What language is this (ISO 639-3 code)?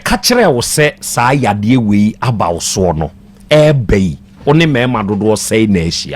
aka